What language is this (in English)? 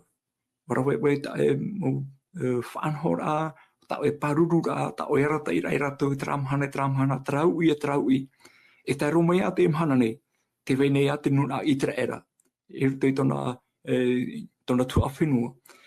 Tahitian